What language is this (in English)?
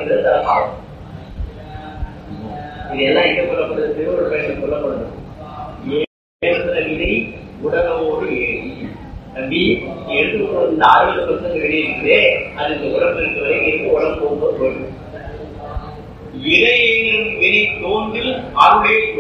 Tamil